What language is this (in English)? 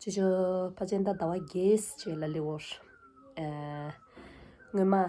Tibetan